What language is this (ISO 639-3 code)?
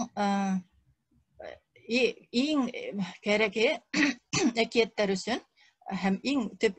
bak